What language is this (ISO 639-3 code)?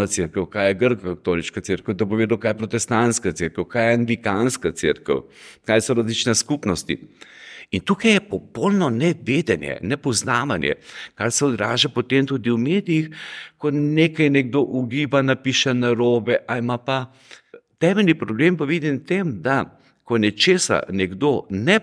slv